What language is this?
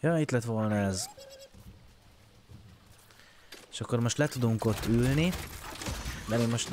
Hungarian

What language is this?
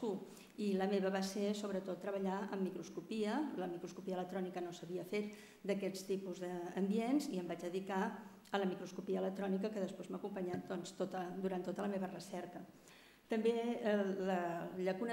Catalan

